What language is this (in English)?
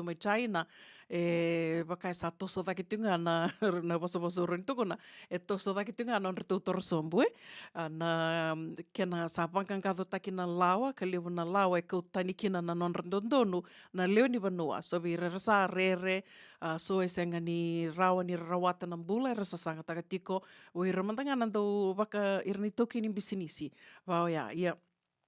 Fijian